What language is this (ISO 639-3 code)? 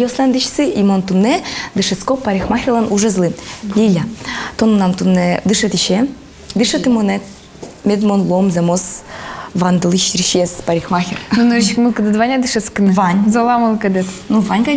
udm